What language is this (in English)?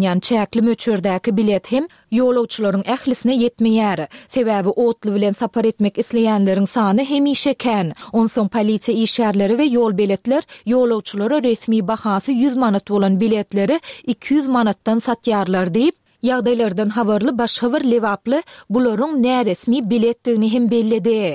Turkmen